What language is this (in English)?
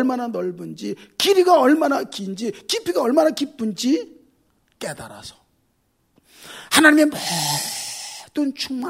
Korean